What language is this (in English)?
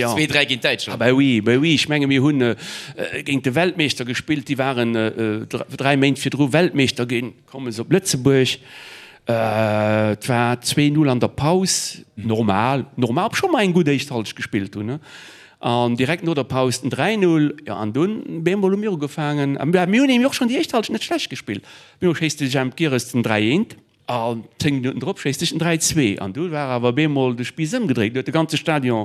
Luxembourgish